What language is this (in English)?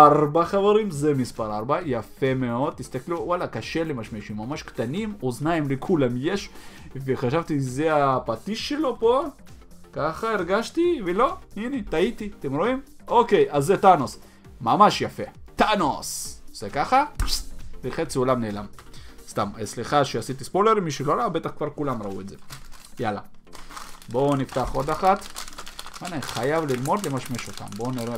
Hebrew